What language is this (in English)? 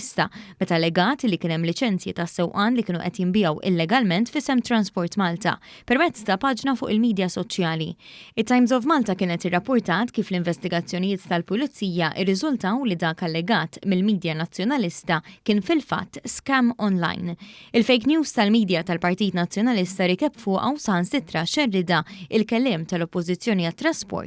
Maltese